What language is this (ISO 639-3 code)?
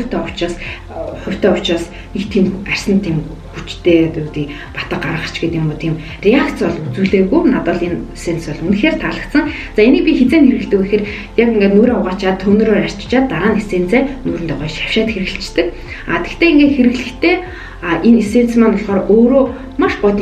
mon